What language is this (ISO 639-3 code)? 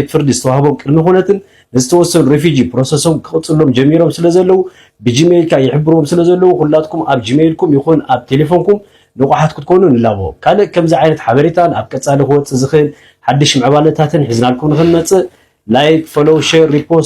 tir